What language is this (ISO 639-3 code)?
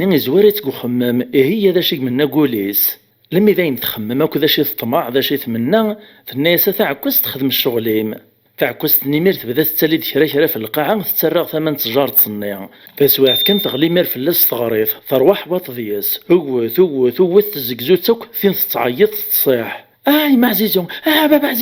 kab